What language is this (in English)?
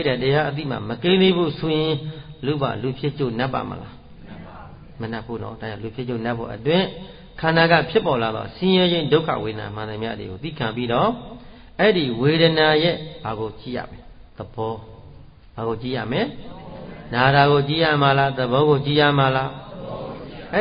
Burmese